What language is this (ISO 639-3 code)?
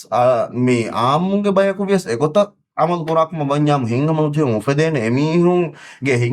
div